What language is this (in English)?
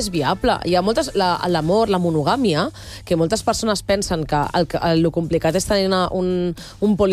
Catalan